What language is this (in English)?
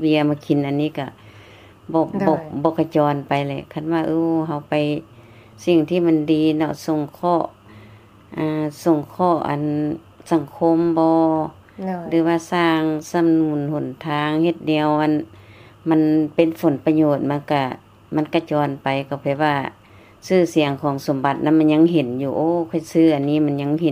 Lao